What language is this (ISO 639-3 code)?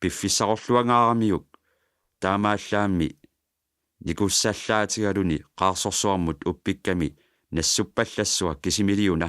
kal